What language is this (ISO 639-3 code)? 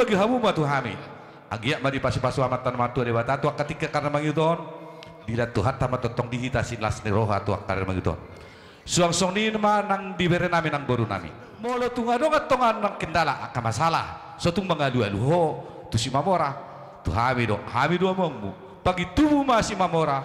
bbc